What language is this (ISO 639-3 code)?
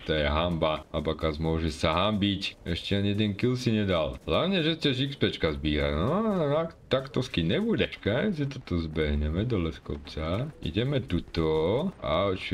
slk